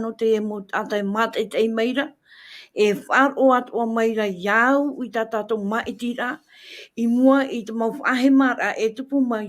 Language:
Tahitian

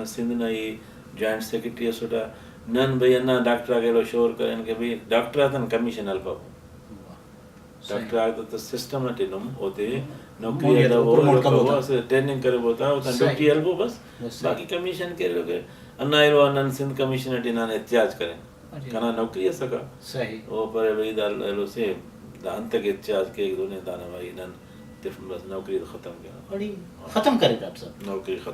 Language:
Brahui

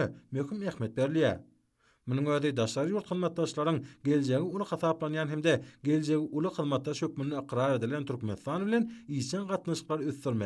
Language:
Turkmen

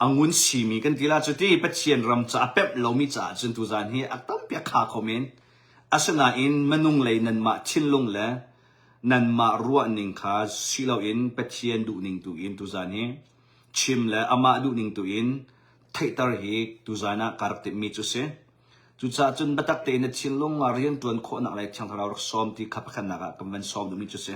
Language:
Hakha Chin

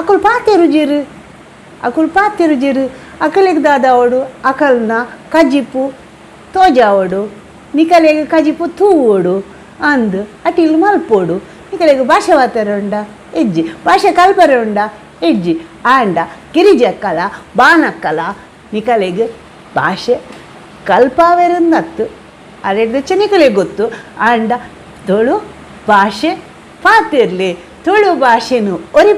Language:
Tulu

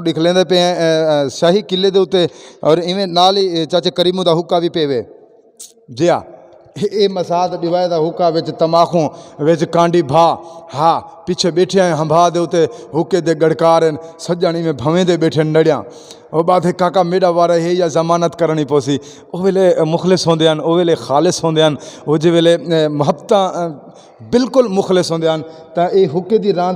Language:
Saraiki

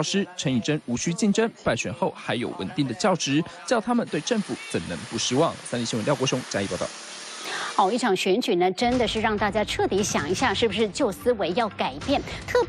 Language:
Chinese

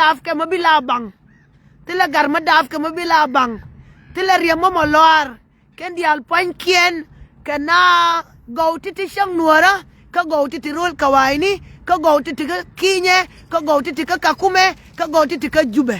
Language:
Nuer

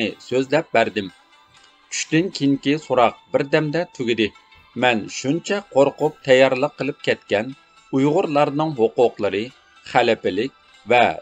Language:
Uyghur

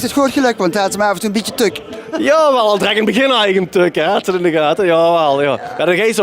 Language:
Limburgish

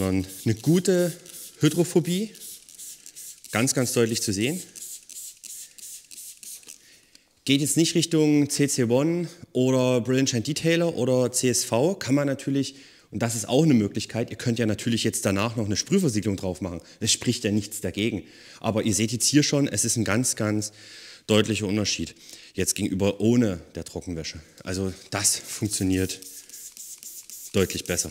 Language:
German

